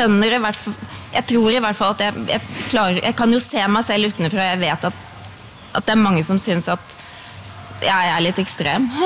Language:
Norwegian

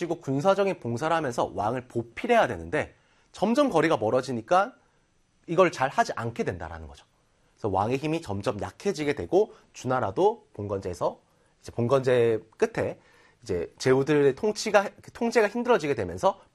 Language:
Korean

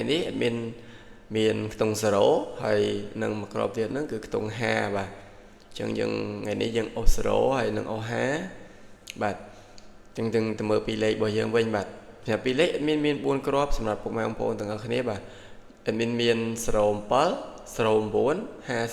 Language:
Khmer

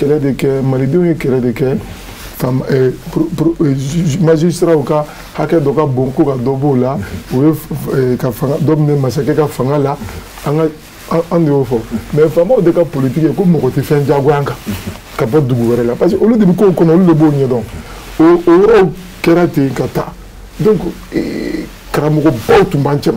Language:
Bambara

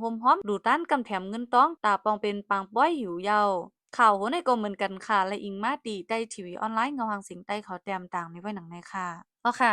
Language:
Shan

